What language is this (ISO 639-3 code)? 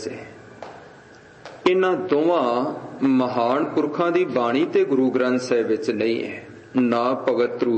pan